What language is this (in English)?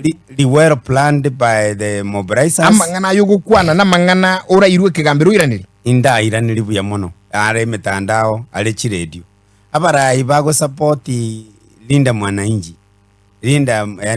Gusii